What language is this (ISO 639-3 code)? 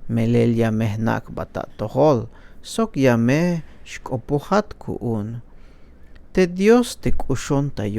tzh